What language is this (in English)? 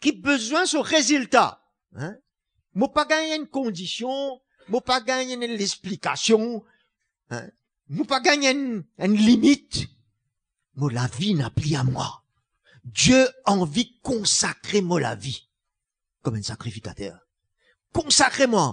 Morisyen